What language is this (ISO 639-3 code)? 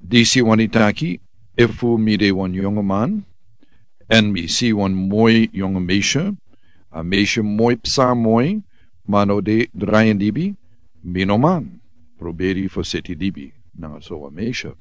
srn